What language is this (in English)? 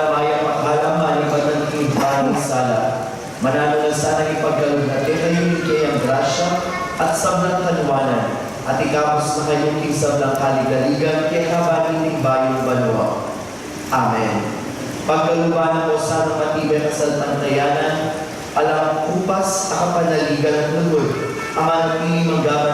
Pampanga